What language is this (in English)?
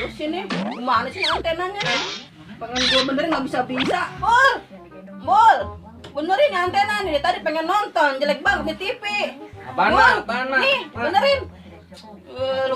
Betawi